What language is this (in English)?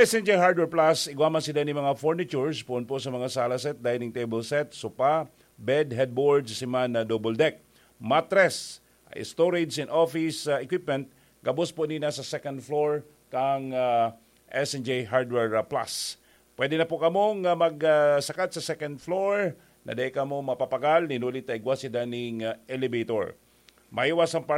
Bikol